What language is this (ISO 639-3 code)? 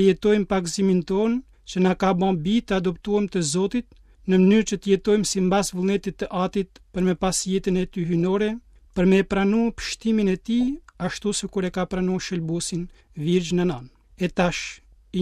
sqi